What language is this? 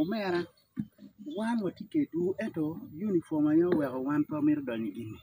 Acoli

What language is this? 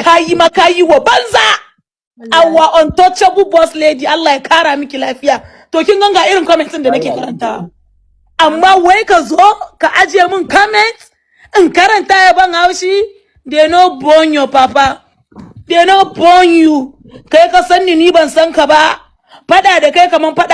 Hausa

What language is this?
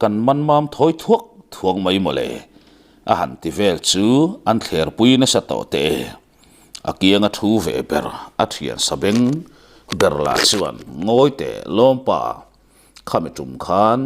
Mizo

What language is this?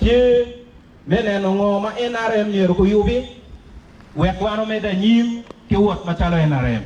Acoli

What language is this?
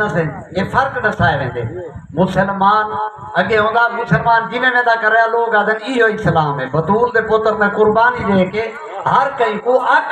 Saraiki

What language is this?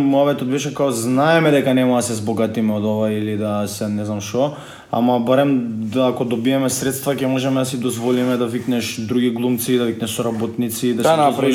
Macedonian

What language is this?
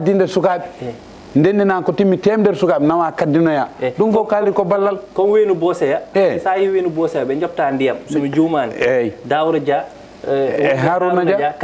Fula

